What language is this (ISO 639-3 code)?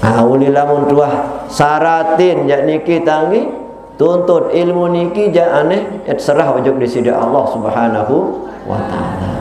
sas